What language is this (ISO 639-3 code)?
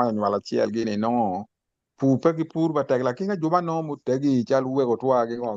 ach